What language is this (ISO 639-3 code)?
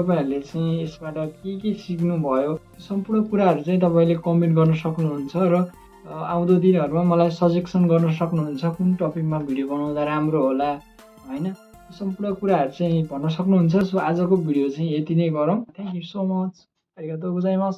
nep